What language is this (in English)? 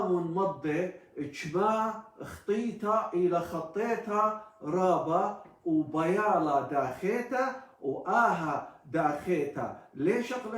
Assyrian Neo-Aramaic